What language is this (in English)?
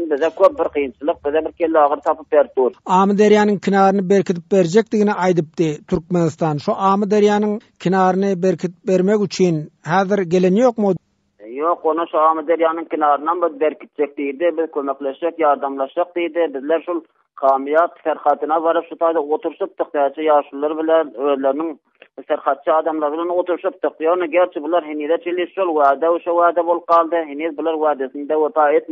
Turkmen